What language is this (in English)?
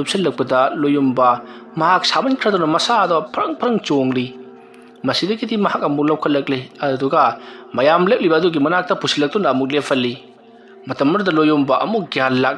Manipuri